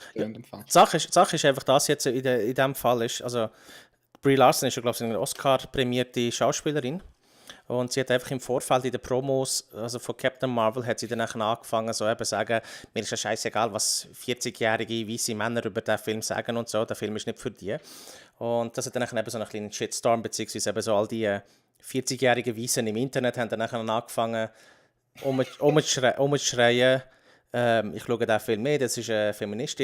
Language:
Swiss German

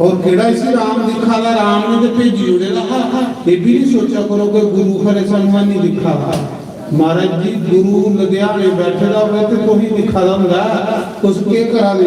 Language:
Dogri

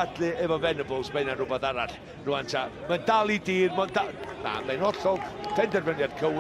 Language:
Welsh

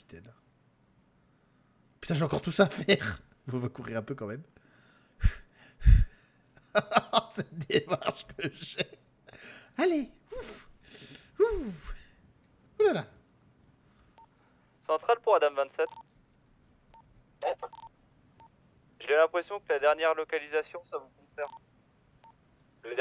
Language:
French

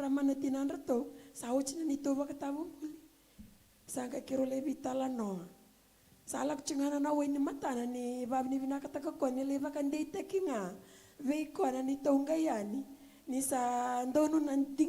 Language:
Fijian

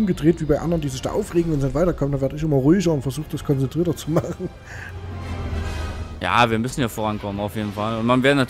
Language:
German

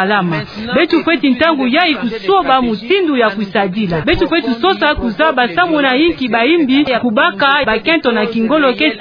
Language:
Kituba (Democratic Republic of Congo)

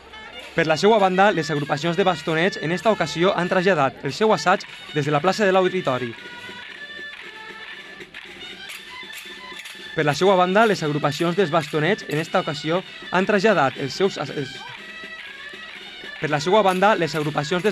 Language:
Catalan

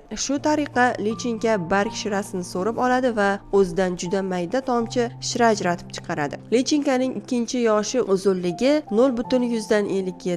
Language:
Uzbek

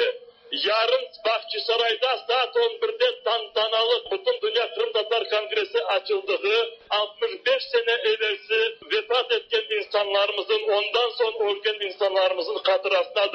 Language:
Tatar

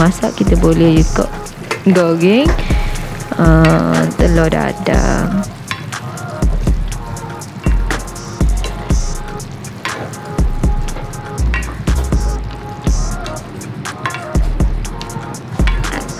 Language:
Malay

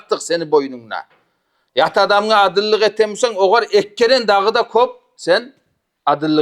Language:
Kumyk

